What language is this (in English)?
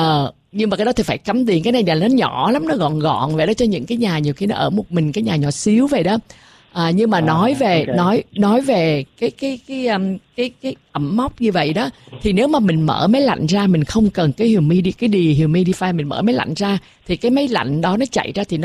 Vietnamese